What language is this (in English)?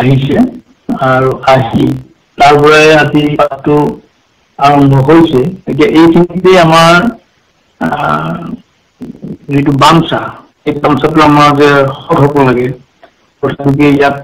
Assamese